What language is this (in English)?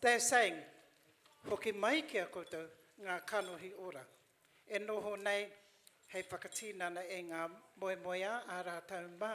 Māori